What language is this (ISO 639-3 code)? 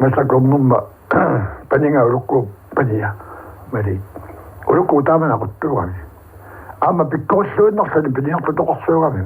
kal